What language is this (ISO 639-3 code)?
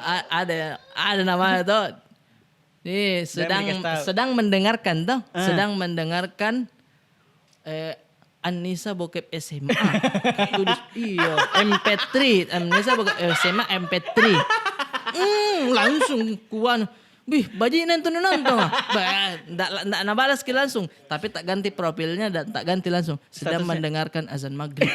mfp